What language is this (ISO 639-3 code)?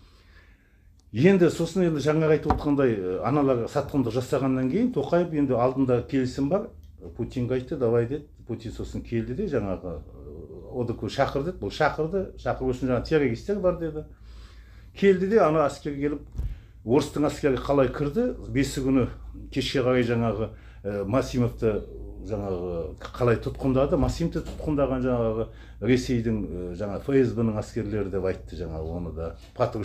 kaz